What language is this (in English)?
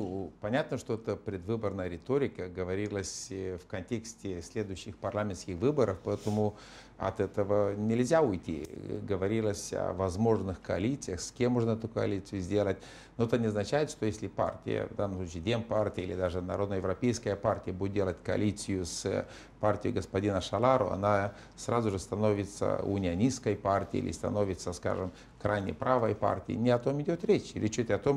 Russian